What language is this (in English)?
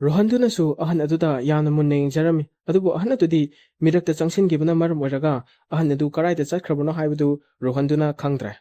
Manipuri